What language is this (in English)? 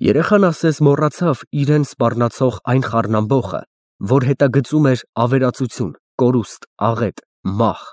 Armenian